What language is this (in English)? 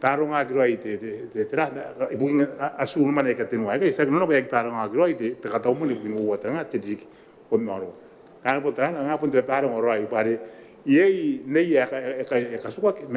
Gilbertese